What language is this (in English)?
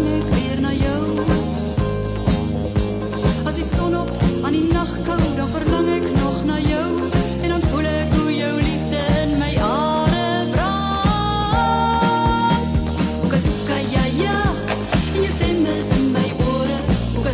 Afrikaans